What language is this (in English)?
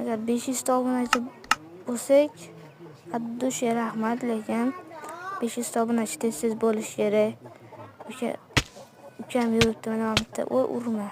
Uzbek